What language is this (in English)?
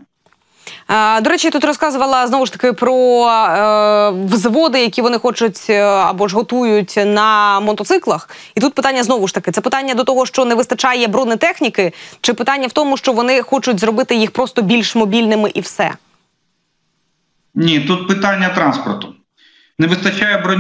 Ukrainian